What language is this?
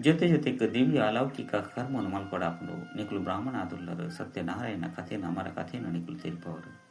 Tulu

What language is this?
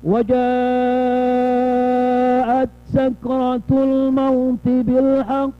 Maranao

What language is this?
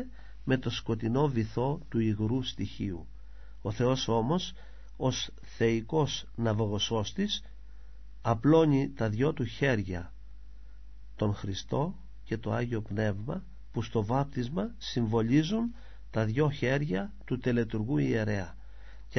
Greek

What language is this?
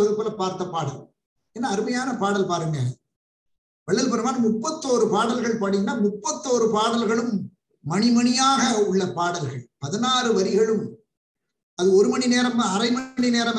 Tamil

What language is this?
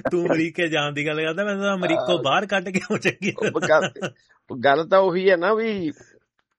Punjabi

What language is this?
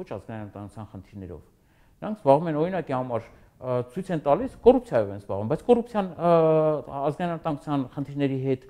Armenian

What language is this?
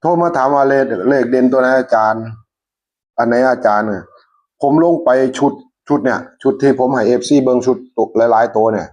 Northeastern Thai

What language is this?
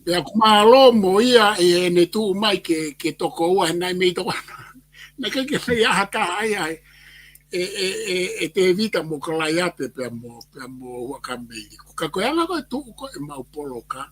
Tongan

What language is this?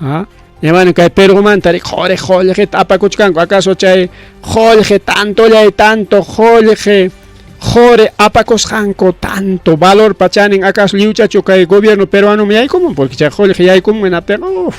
Ayacucho Quechua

